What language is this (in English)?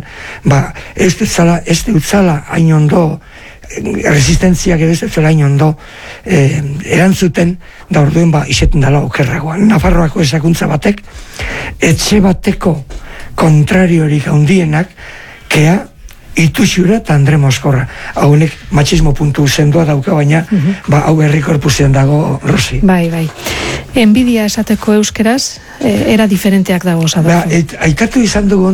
Basque